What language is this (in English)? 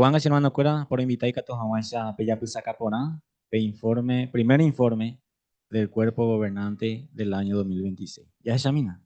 Guarani